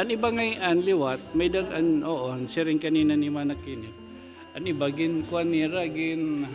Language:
Waray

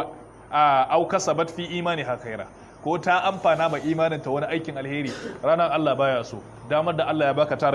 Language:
Hausa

